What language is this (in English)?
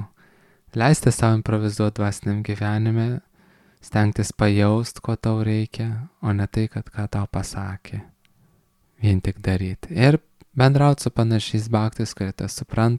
Lithuanian